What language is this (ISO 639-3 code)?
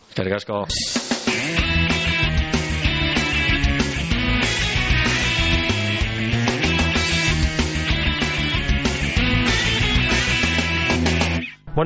eus